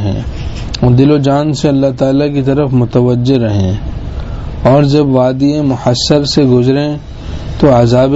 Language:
Urdu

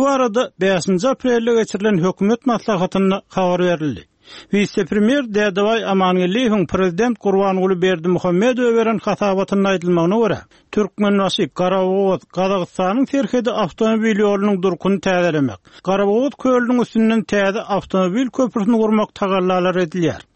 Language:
Turkmen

